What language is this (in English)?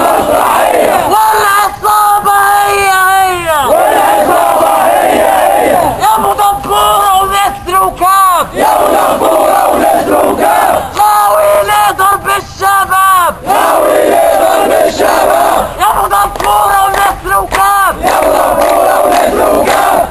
Egyptian Arabic